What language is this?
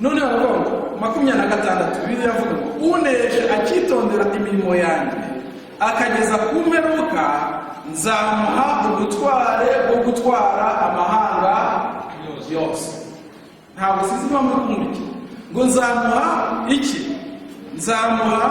Kinyarwanda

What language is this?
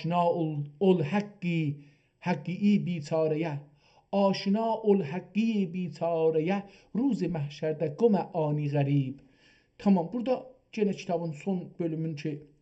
South Azerbaijani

